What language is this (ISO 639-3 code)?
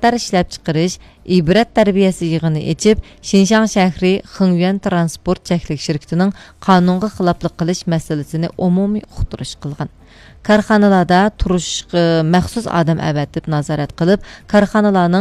uig